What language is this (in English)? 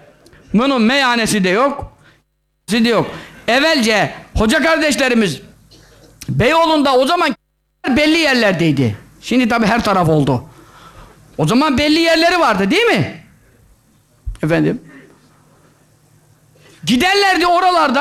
Turkish